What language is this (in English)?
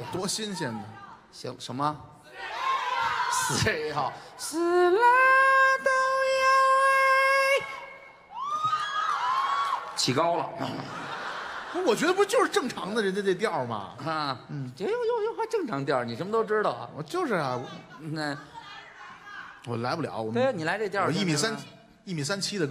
Chinese